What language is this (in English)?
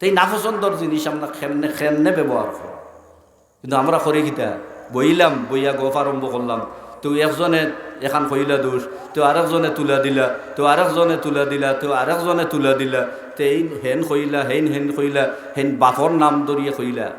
Sylheti